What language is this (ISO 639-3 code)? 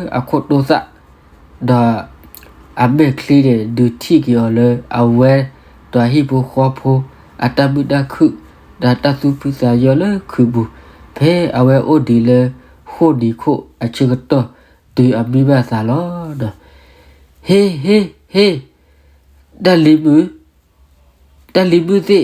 ksw